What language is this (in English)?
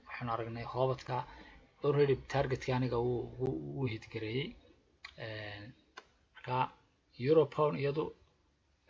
Somali